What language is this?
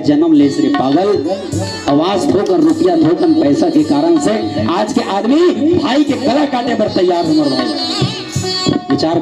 Chhattisgarhi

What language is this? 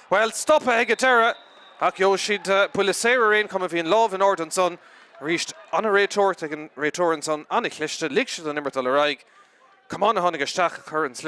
Irish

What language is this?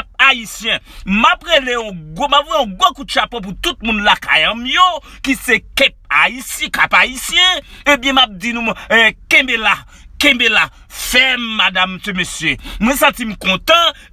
Haitian Creole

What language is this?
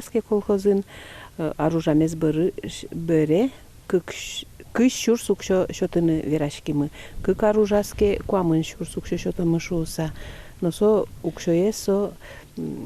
Udmurt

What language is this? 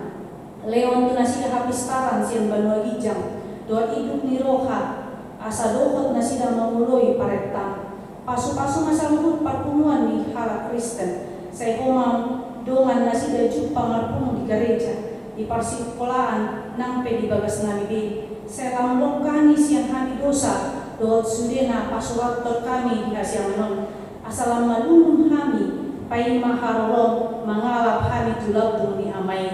Batak Toba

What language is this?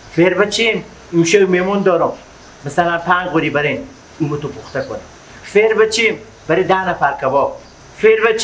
Persian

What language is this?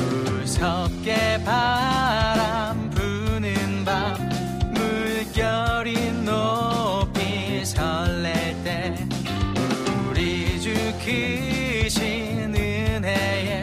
Korean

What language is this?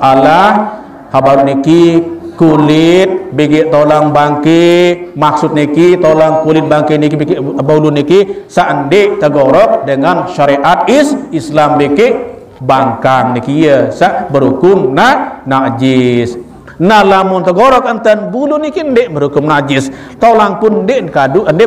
Sasak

